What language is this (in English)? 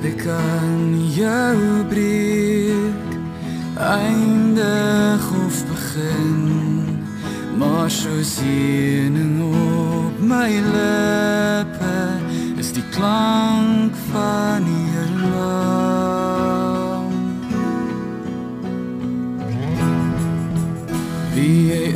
Afrikaans